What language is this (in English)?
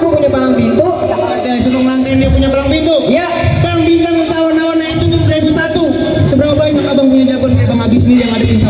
Betawi